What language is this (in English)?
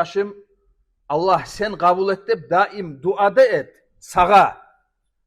Kumyk